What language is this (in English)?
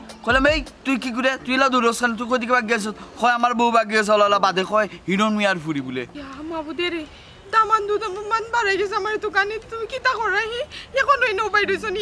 Sylheti